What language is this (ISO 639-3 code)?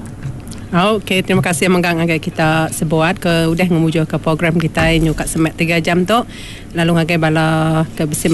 iba